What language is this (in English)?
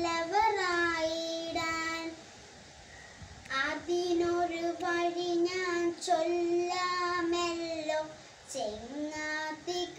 Malayalam